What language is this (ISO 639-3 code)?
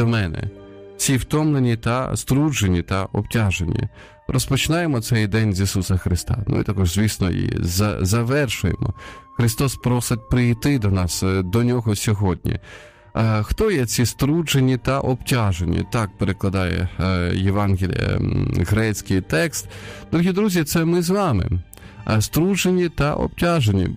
ukr